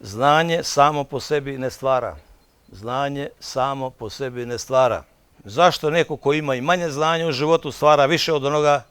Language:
Bosnian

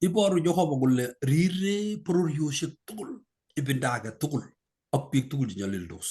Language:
Kalenjin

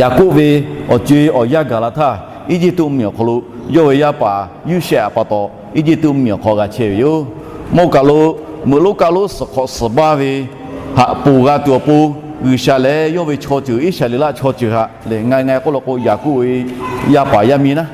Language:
Lahu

